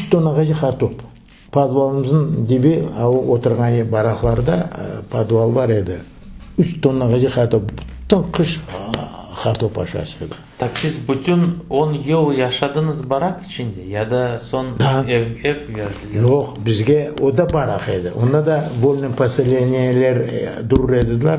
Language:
Crimean Tatar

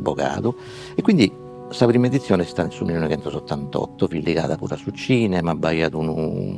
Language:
Sardinian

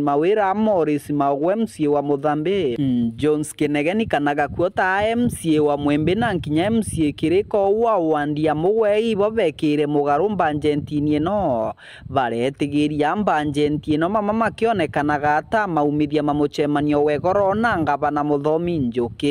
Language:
Meru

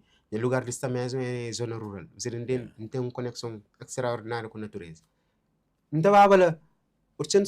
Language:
Kabuverdianu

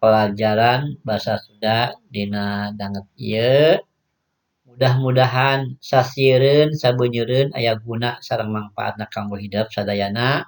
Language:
Sundanese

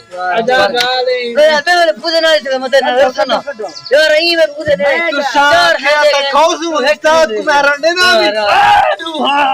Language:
Saraiki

